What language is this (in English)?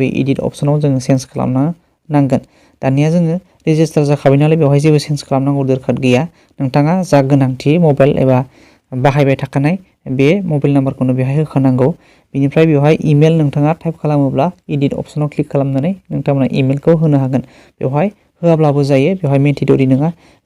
Bodo